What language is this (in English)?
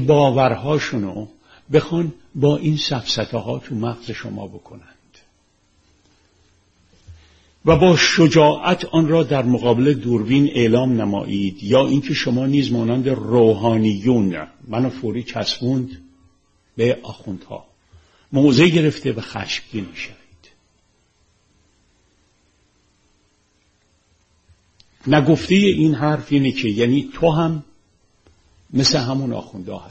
Persian